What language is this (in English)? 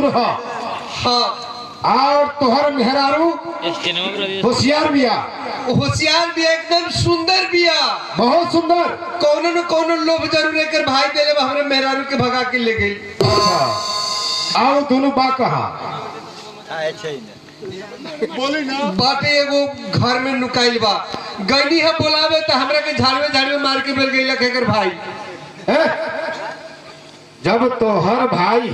Bhojpuri